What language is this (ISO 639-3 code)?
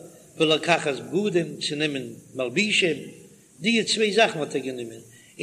yid